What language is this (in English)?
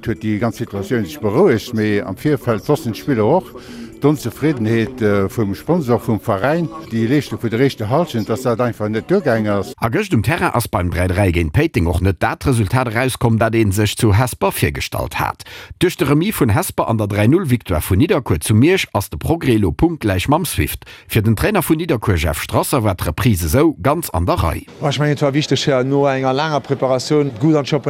Luxembourgish